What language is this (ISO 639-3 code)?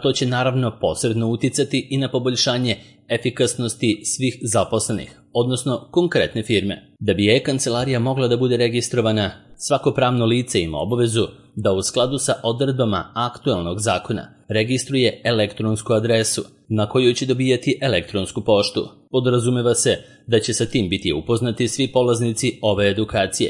srp